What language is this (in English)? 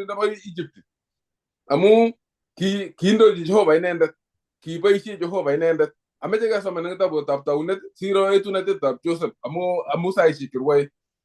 Kalenjin